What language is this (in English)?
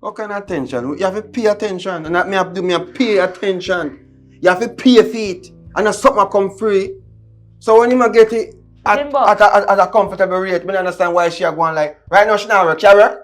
Jamaican Creole English